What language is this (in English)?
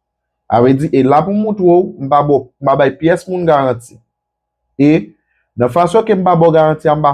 Haitian Creole